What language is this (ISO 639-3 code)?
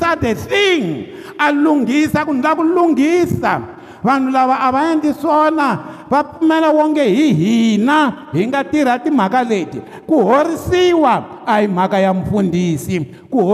tso